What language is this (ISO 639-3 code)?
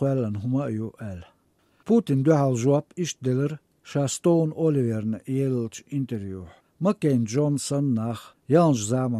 che